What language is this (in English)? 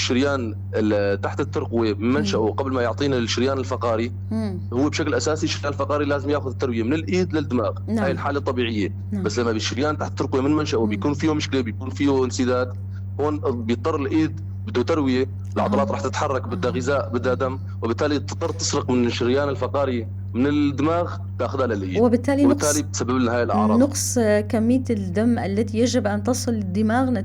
North Levantine Arabic